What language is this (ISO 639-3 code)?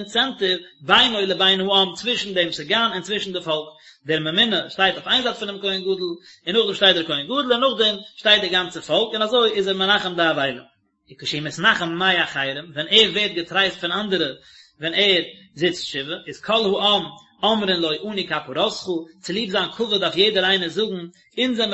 yid